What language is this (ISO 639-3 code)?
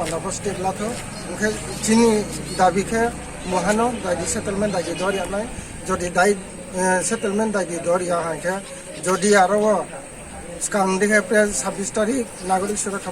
ria